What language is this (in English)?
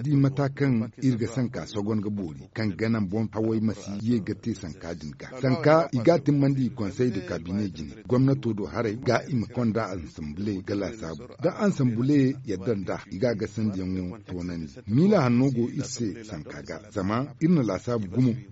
Zarma